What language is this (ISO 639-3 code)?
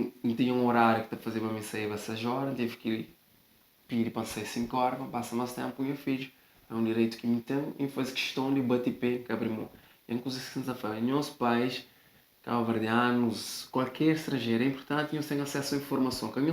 kea